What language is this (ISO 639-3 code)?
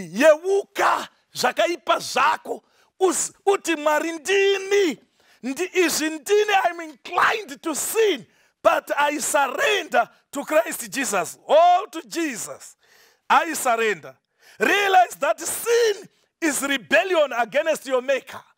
sna